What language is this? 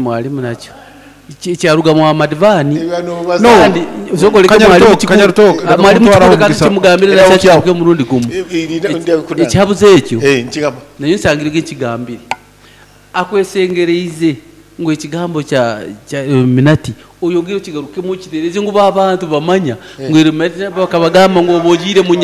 Nyoro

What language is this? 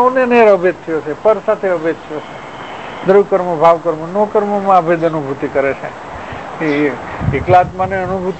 Gujarati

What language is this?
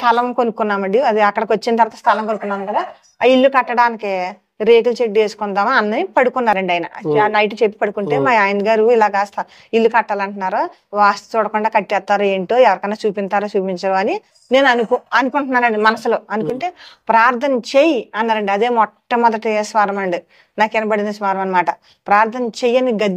Telugu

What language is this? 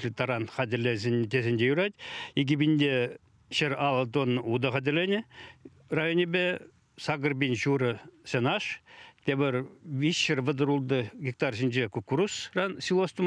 Chuvash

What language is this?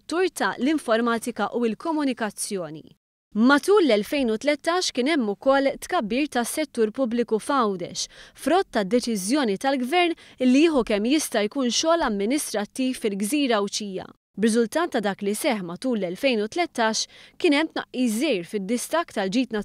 Maltese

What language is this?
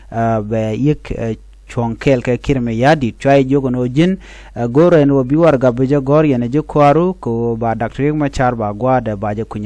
Nuer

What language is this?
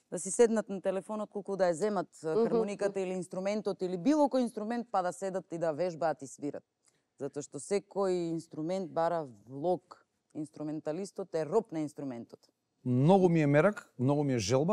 Macedonian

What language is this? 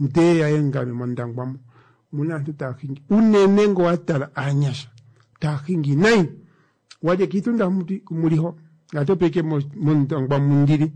Kuanyama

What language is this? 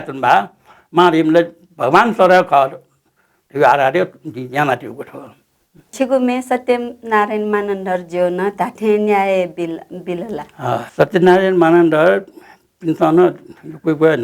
Newari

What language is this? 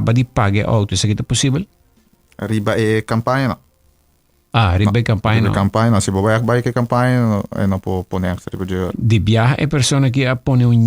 Papiamento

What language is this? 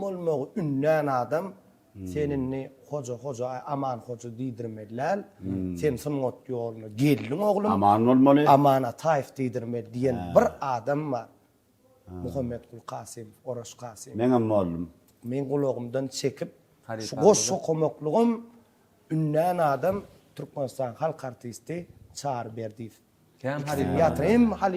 Turkmen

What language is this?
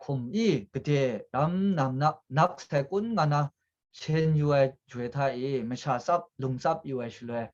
Kachin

